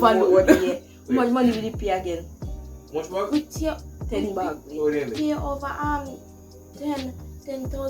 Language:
Jamaican Creole English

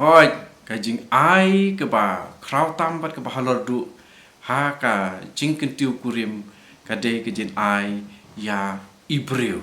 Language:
Khasi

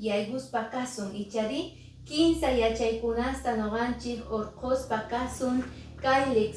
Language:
Quechua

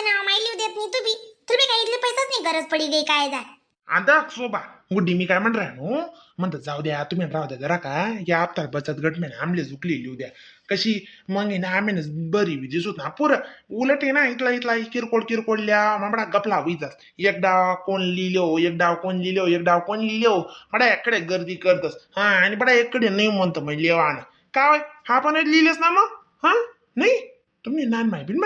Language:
Khandesi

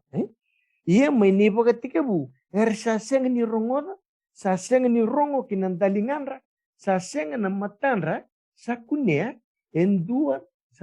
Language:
Fijian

